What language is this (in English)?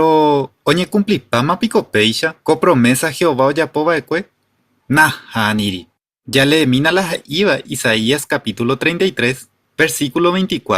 Guarani